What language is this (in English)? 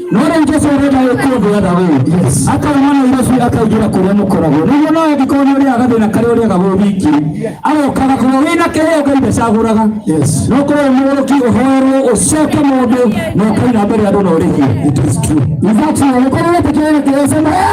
Kikuyu